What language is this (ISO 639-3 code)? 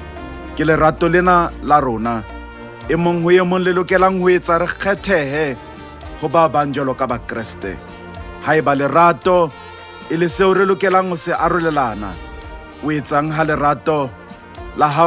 sot